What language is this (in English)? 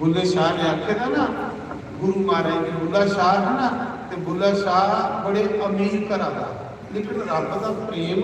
Dogri